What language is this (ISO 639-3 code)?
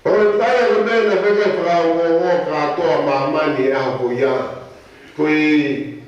ton